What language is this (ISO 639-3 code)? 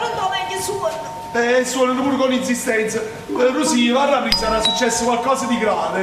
nap